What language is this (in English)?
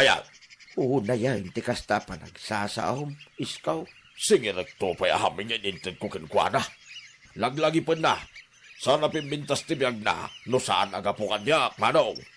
Iloko